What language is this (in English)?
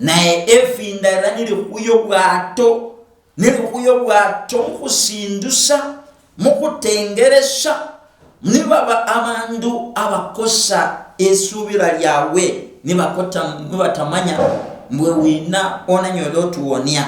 Luyia